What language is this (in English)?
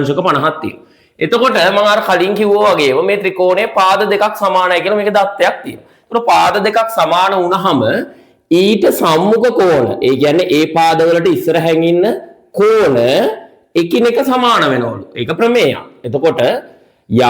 Sinhala